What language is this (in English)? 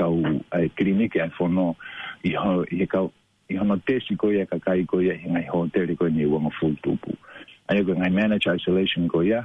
Tongan